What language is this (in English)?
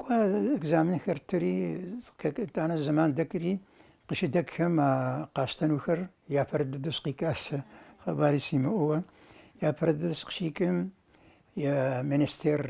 Kabardian